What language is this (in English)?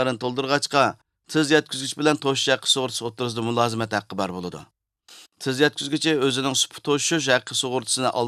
Uyghur